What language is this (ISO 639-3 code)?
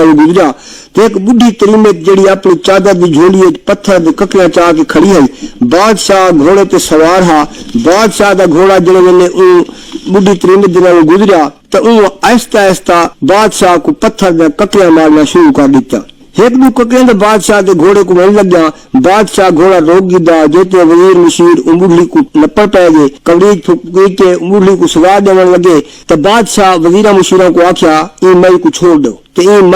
skr